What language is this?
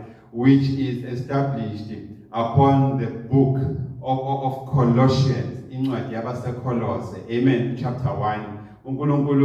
Zulu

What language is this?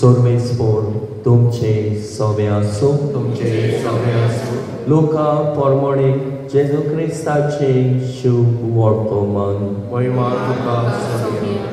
Konkani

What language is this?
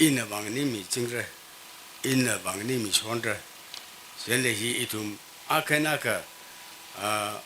Tangkhul Naga (India)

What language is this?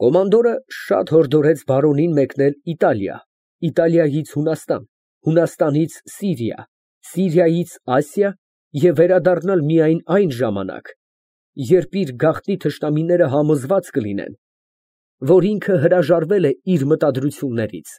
Armenian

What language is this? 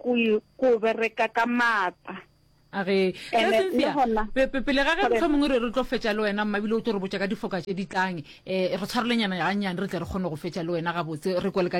Northern Sotho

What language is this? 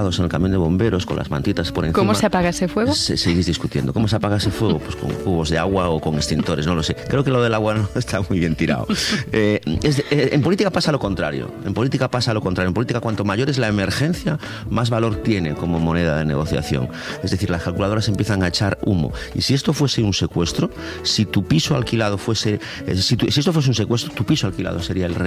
Spanish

